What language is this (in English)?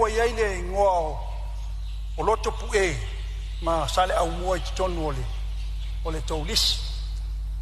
Samoan